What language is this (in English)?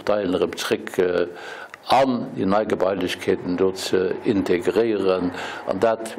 Luxembourgish